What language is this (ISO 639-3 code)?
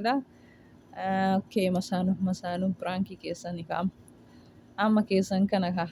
orm